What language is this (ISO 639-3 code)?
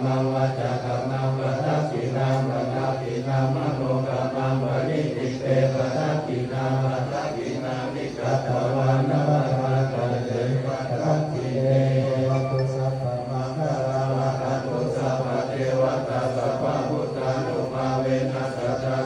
pli